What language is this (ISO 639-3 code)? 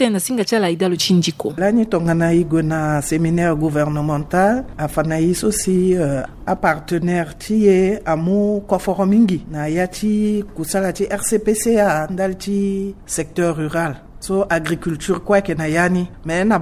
sag